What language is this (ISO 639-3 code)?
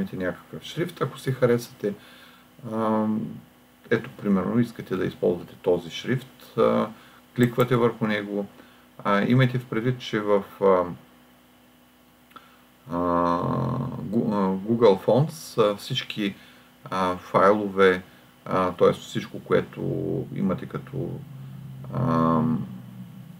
bul